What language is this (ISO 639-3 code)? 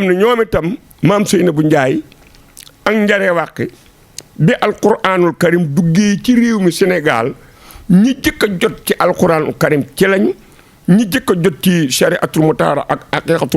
wol